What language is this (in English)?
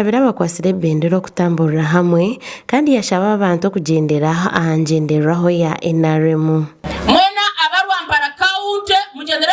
Nyankole